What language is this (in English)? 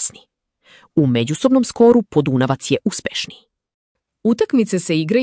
Serbian